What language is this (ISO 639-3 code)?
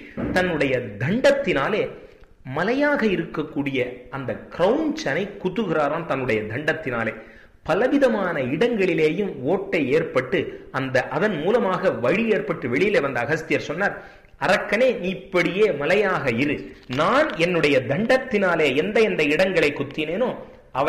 tam